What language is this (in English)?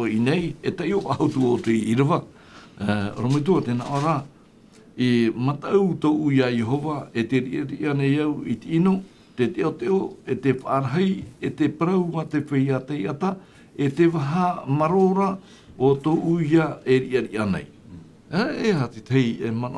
Tahitian